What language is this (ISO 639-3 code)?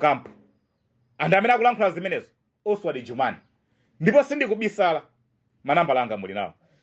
nya